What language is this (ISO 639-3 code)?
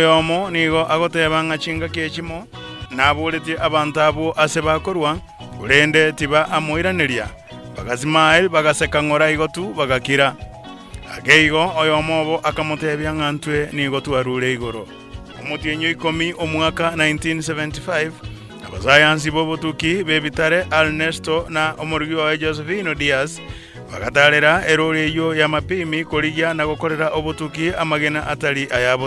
guz